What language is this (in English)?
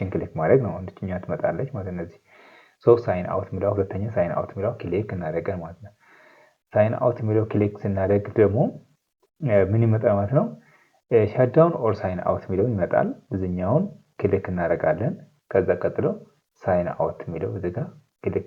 Amharic